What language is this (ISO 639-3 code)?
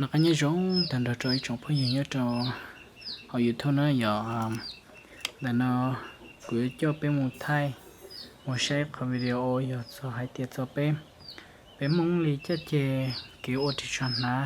hmn